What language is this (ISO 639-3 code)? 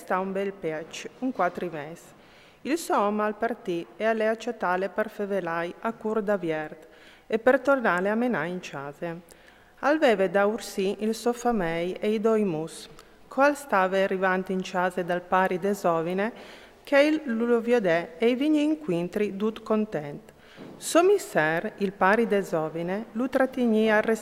fur